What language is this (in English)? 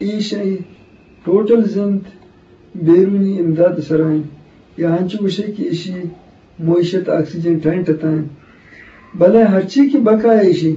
Eastern Balochi